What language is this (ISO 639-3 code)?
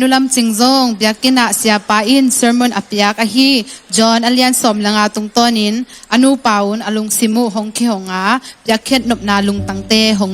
ctd